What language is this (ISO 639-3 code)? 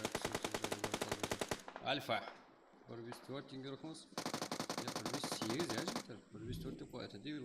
kaa